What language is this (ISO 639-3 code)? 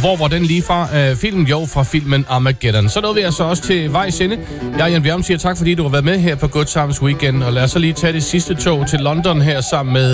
dan